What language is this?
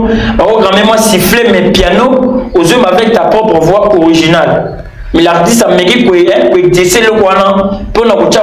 Lingala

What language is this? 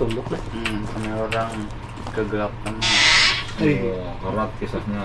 Banjar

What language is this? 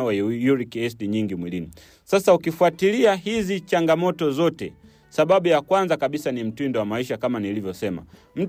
Swahili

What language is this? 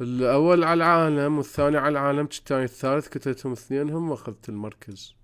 Mesopotamian Arabic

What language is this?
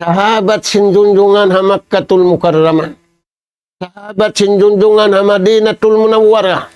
Tausug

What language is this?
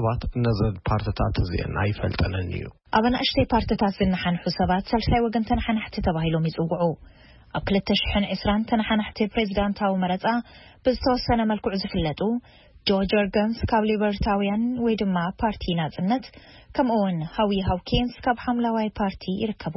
Tigrinya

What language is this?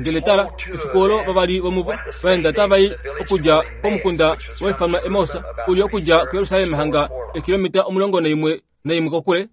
Kuanyama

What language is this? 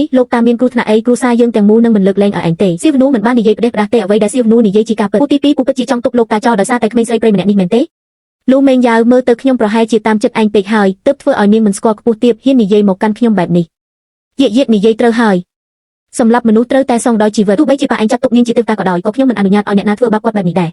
Khmer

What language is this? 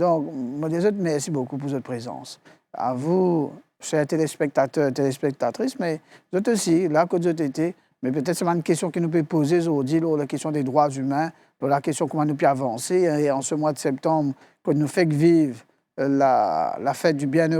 Morisyen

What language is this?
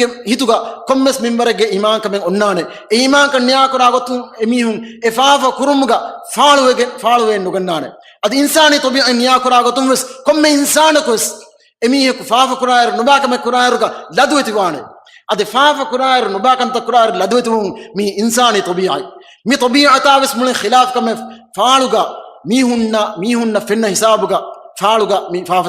Divehi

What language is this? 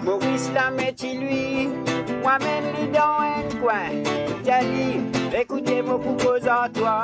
Morisyen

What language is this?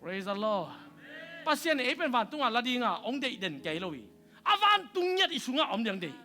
Tedim Chin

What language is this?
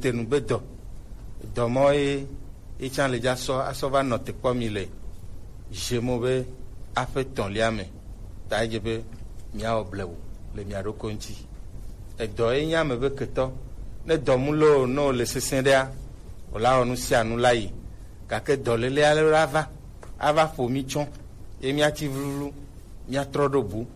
Gen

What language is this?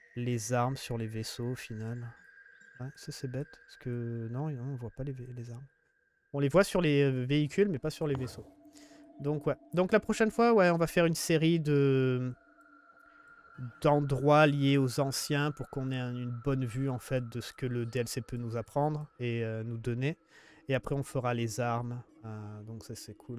French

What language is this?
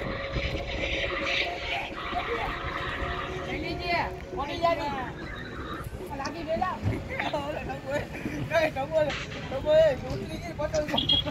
Gujarati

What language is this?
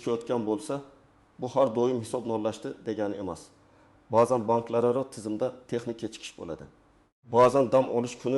Uzbek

